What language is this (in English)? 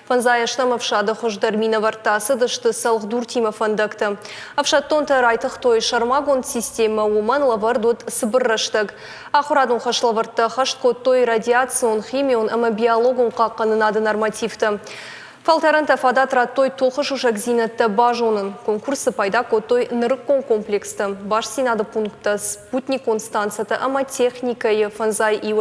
Ossetic